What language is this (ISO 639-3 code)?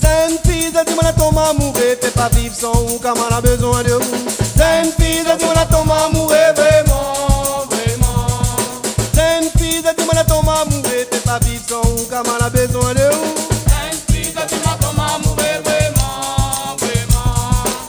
rcf